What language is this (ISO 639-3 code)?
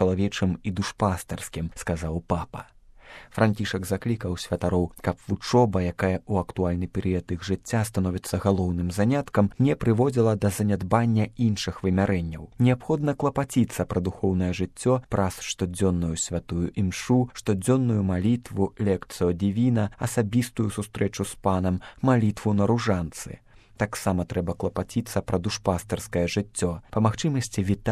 bel